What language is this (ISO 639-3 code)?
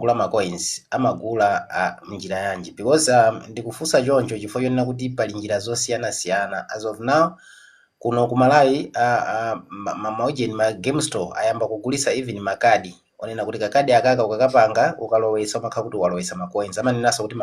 nya